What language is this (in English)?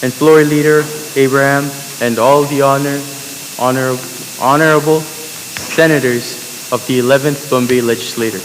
Pohnpeian